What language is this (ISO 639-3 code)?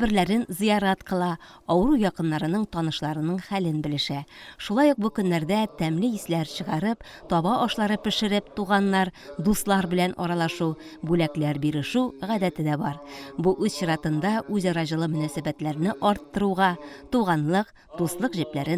tat